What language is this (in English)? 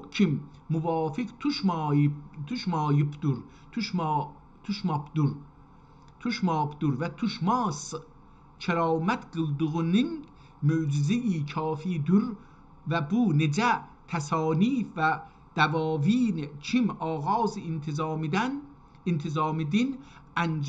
South Azerbaijani